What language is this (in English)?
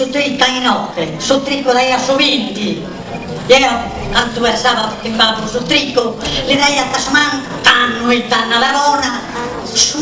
Sardinian